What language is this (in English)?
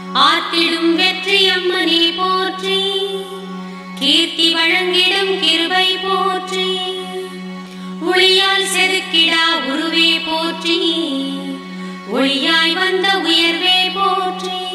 Tamil